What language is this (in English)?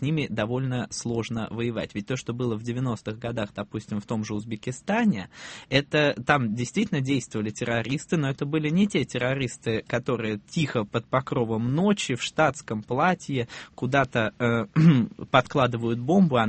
Russian